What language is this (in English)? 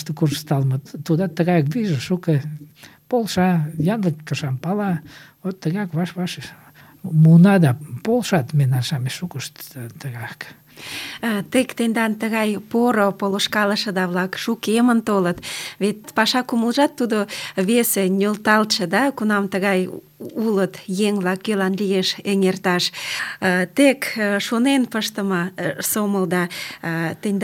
Mari